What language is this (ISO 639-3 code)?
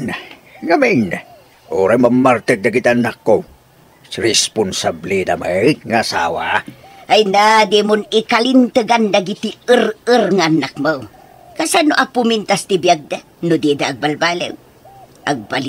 ilo